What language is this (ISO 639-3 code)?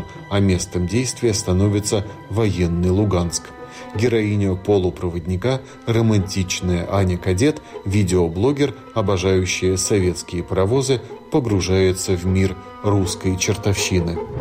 rus